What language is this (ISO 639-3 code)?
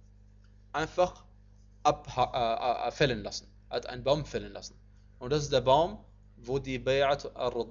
deu